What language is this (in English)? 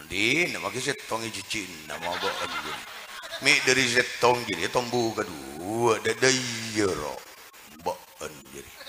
Madurese